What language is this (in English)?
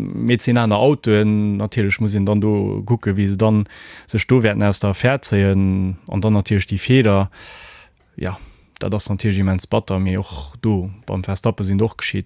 Luxembourgish